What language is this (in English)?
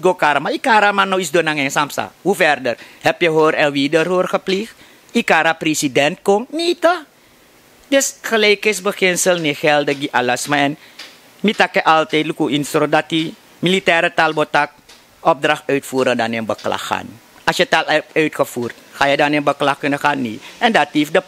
Sranan Tongo